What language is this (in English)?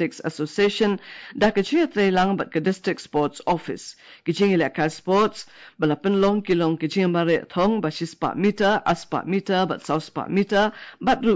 Khasi